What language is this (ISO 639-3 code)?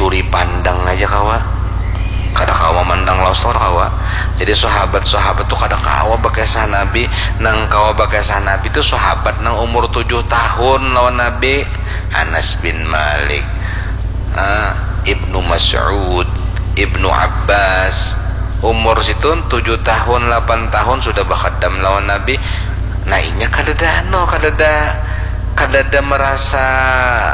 bjn